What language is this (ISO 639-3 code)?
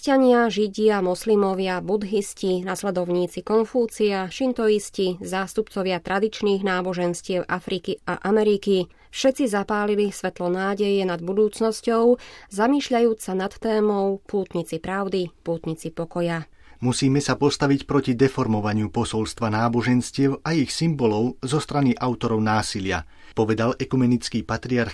slk